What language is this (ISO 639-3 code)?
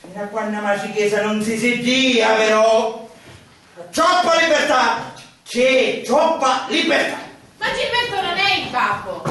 scn